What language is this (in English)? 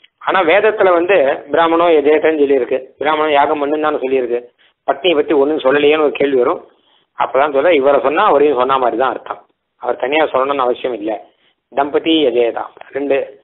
Tamil